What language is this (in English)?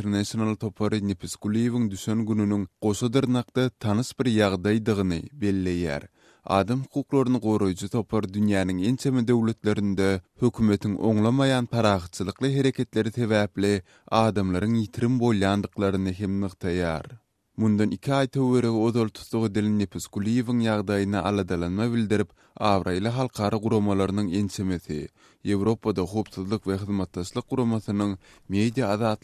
Turkmen